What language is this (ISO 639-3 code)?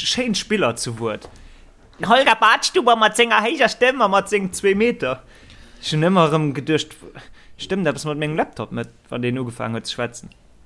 ltz